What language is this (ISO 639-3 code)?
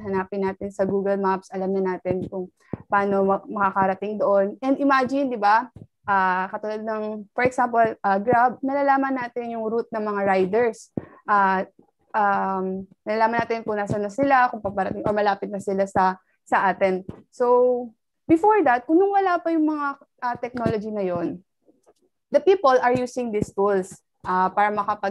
fil